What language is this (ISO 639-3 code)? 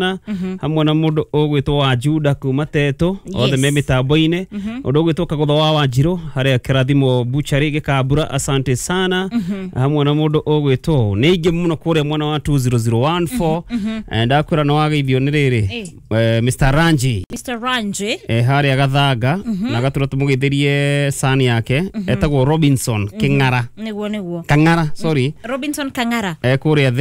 kik